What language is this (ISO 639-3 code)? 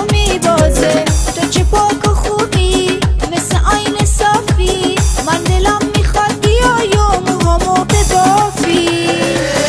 fas